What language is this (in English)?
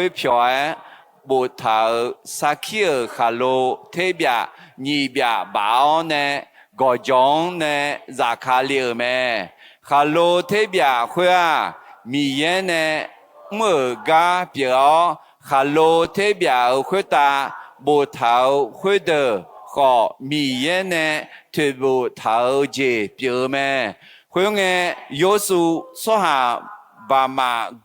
Akha